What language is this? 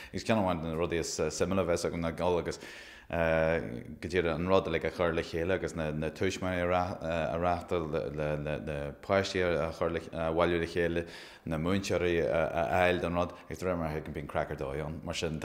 Irish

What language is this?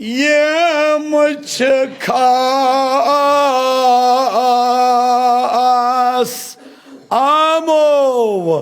Kashmiri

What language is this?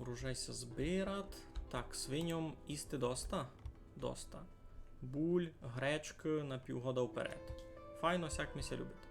Rusyn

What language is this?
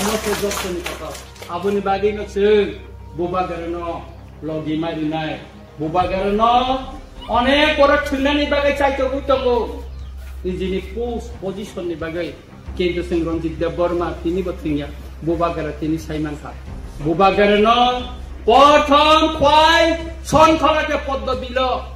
Kok Borok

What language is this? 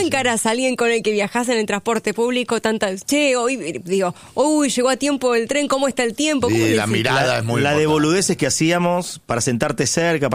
Spanish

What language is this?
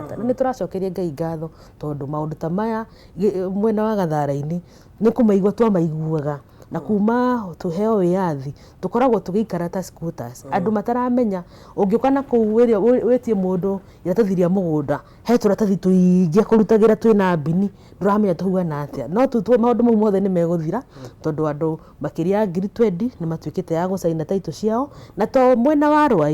Kikuyu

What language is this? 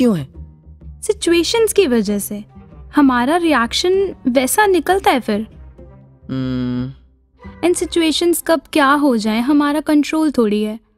Hindi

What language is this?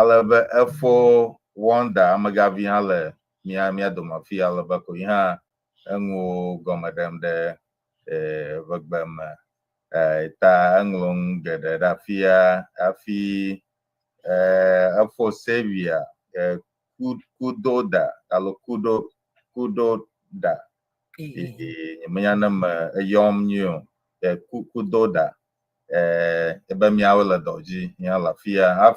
Ewe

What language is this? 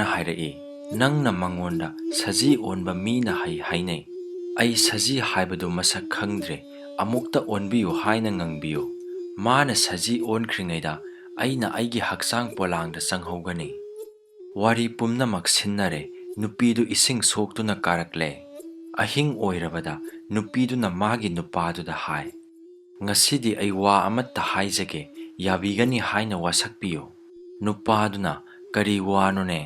Manipuri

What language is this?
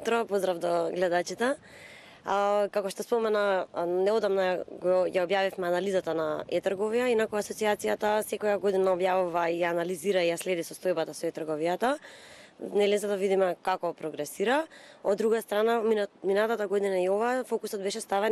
Macedonian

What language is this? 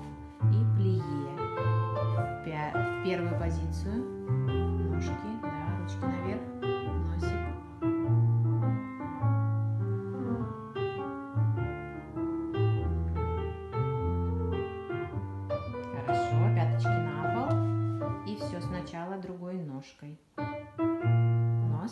Russian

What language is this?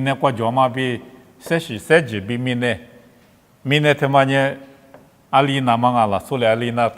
Lisu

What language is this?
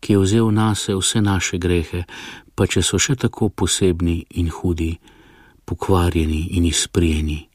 Slovenian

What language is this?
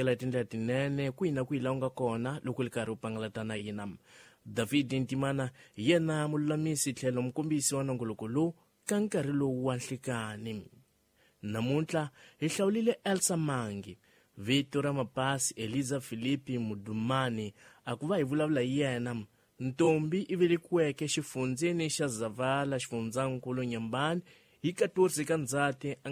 Tsonga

